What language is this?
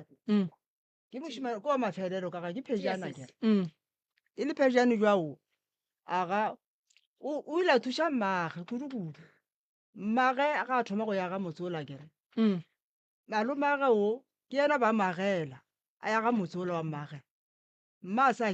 Northern Sotho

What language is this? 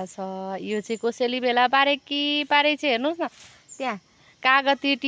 Nepali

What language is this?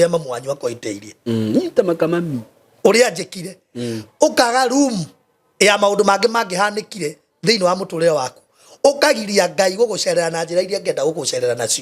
Kikuyu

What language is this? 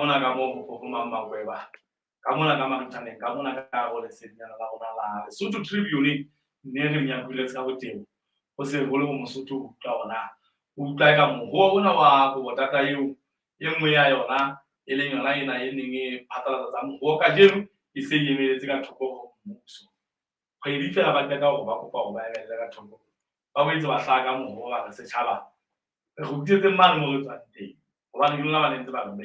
Southern Sotho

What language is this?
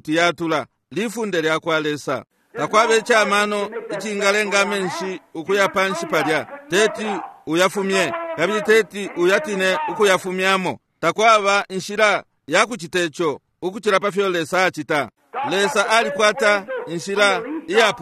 Bemba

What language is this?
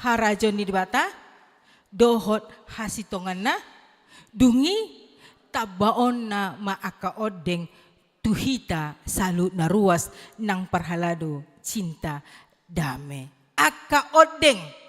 Batak Toba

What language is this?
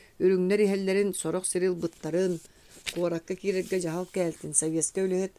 Yakut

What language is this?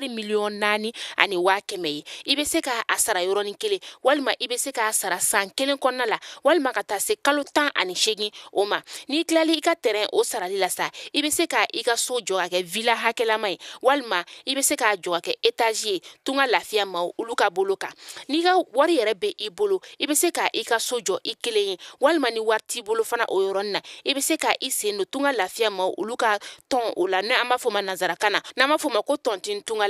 Bambara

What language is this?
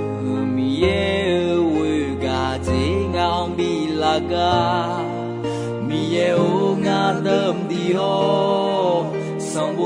Akha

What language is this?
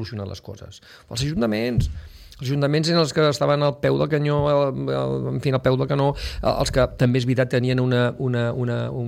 Catalan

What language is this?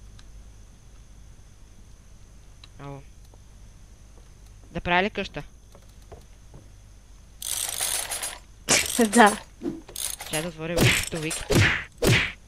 Bulgarian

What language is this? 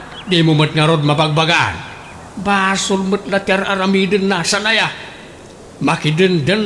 Iloko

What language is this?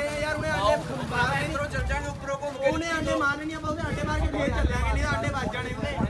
Punjabi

